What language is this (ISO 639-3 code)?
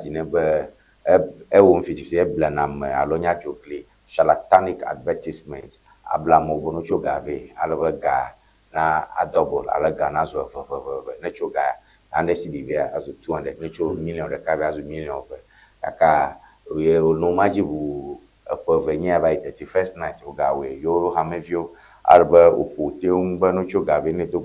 ewe